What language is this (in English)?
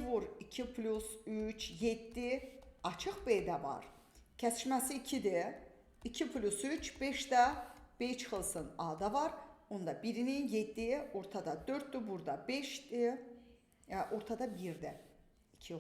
Azerbaijani